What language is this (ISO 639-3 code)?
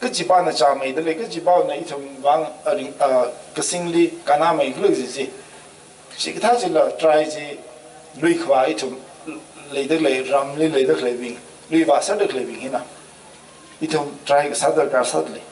nmf